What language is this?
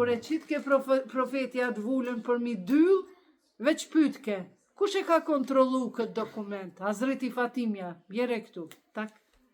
Albanian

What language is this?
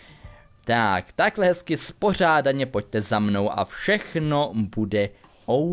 Czech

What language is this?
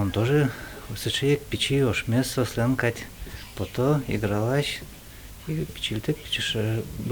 Udmurt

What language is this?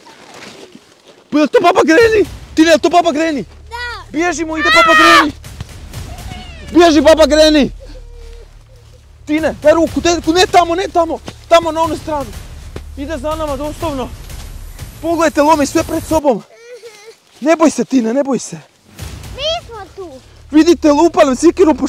Croatian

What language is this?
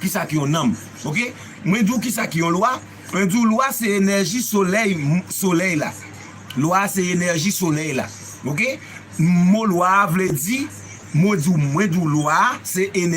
Haitian Creole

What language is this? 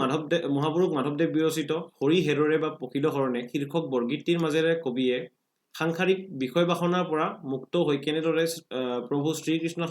Assamese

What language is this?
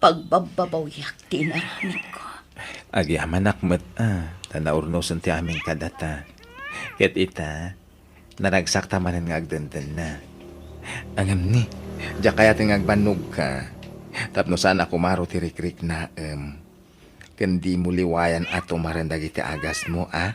Iloko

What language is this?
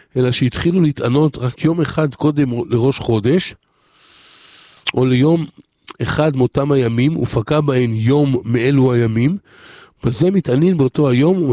Hebrew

